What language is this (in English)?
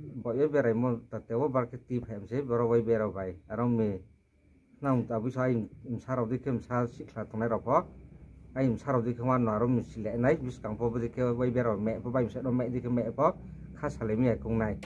Riang (India)